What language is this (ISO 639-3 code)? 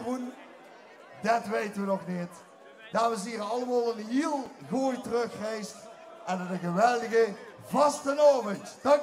lim